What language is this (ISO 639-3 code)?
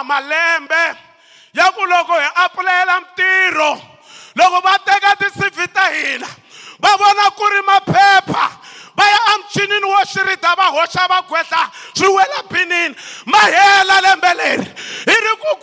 tso